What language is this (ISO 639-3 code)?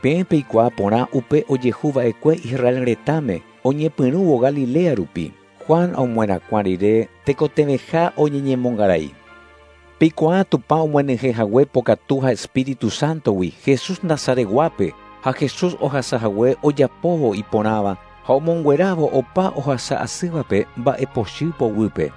grn